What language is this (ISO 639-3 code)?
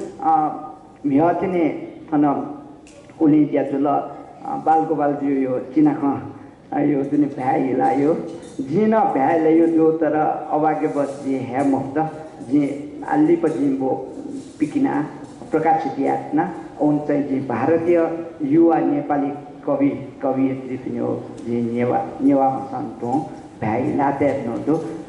new